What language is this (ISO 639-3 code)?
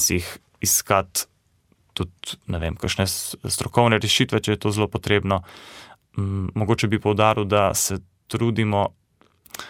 slv